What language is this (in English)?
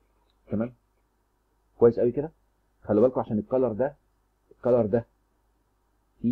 Egyptian Arabic